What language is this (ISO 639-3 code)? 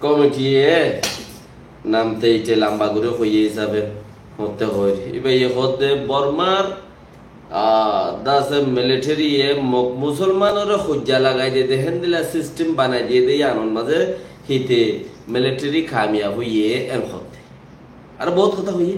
rhg